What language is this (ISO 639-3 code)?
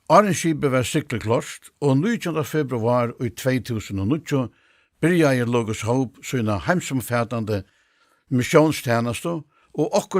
fao